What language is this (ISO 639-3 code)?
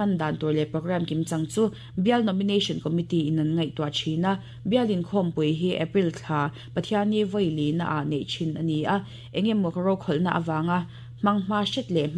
lus